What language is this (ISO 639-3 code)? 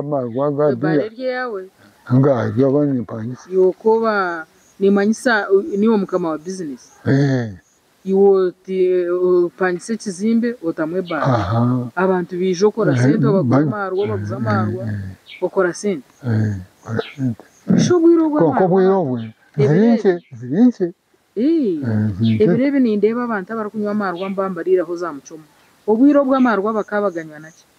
nyn